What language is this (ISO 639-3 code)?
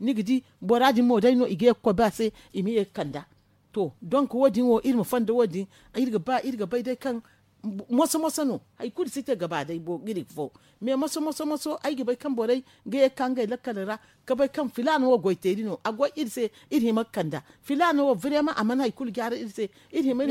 dje